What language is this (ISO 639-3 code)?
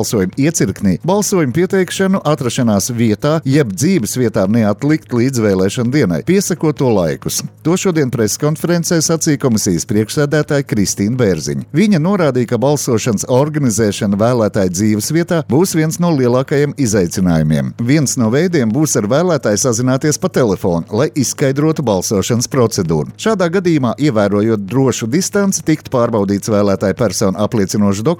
lav